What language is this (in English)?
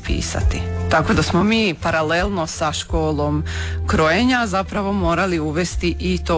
Croatian